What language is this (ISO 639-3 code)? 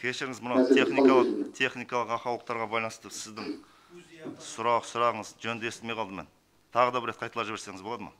kaz